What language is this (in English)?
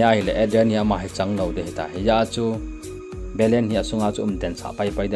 Thado Chin